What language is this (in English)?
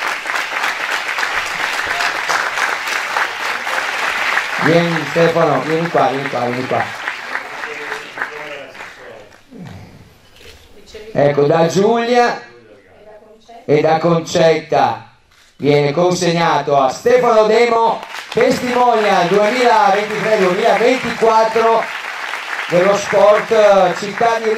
Italian